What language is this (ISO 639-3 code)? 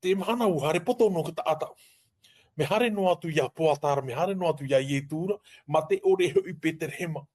tah